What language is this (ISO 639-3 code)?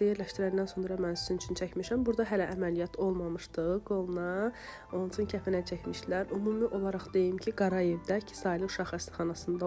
aze